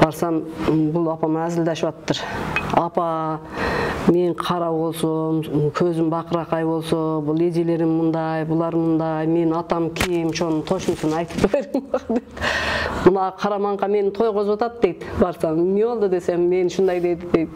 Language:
Kyrgyz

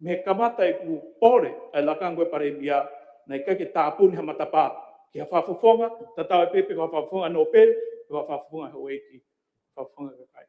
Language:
Tongan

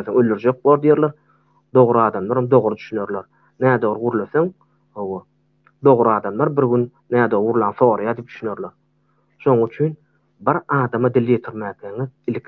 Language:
Turkmen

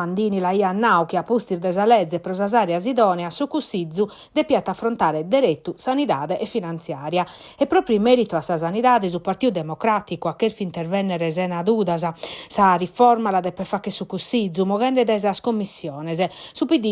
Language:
Sardinian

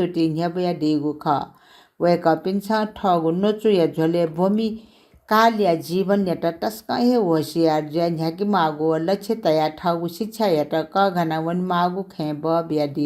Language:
Newari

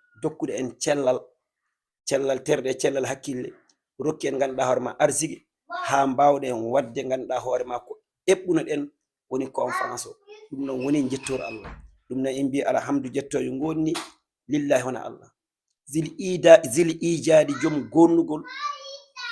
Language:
Fula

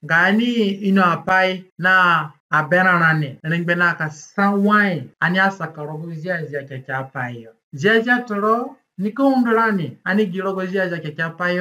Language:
Zande (individual language)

